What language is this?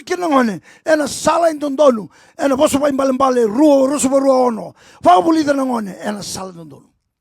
Fijian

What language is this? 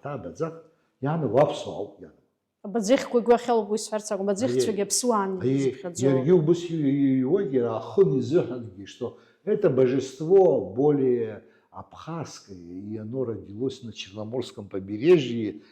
Abkhazian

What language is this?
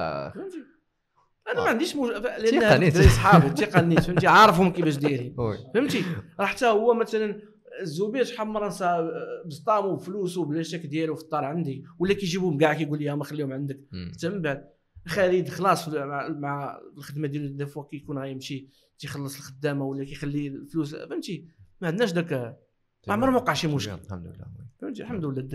Moroccan Arabic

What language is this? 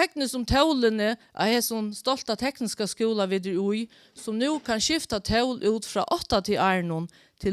Faroese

